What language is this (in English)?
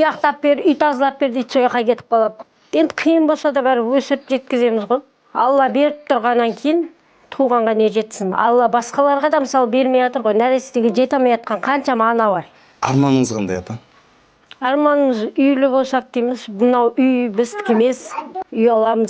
Kazakh